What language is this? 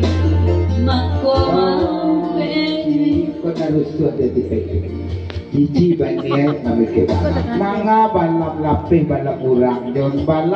Minangkabau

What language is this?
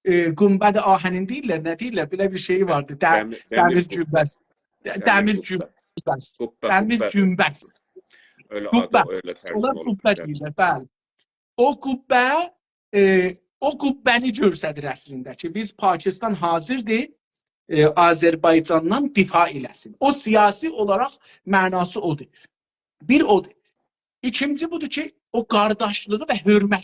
South Azerbaijani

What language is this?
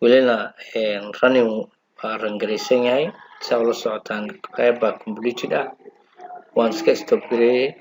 Somali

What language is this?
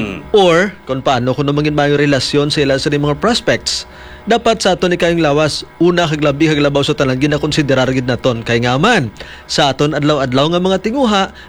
Hiligaynon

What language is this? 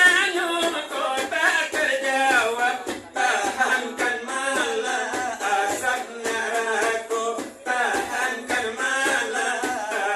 Minangkabau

